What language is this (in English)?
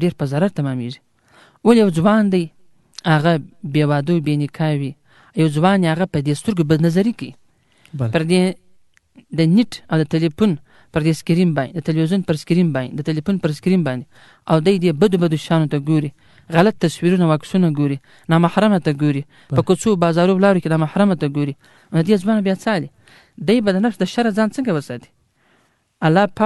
Pashto